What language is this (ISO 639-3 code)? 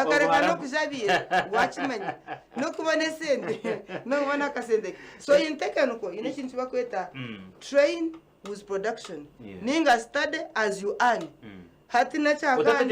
nyn